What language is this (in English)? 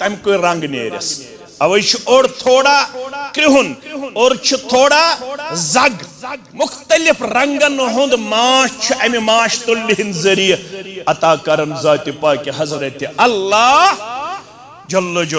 Kashmiri